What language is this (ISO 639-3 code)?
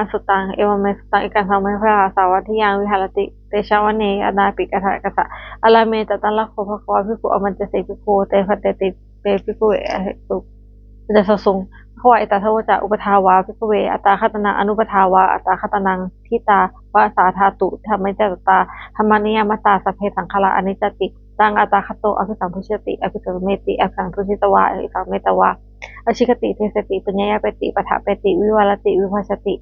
pli